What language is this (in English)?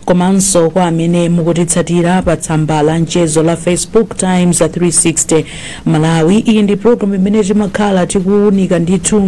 Nyanja